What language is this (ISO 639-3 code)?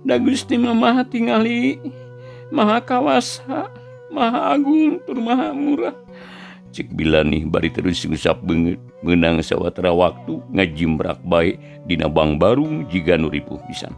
sun